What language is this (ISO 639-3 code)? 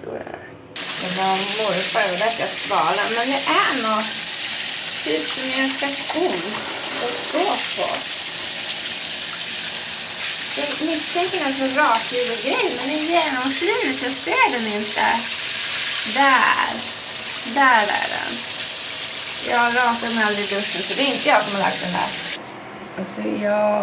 swe